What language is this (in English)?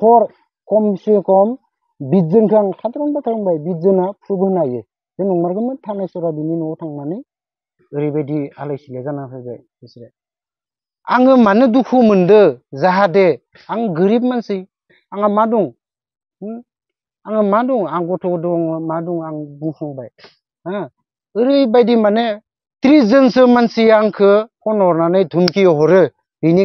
Bodo